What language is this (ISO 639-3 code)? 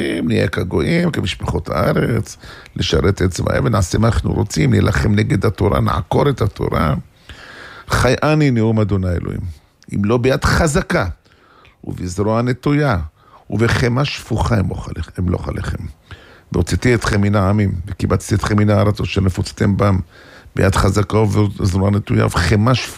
heb